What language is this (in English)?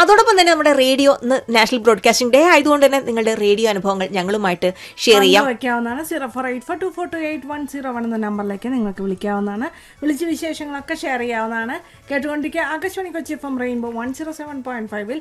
Malayalam